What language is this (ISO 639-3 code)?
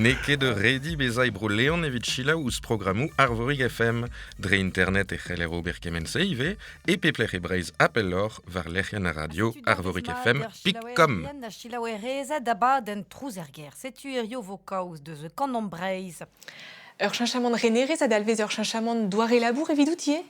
bre